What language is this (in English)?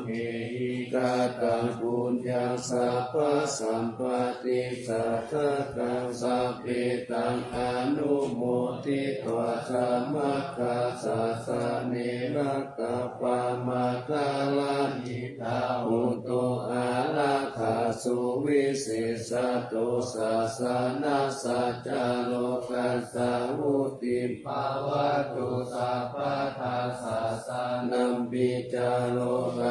Pali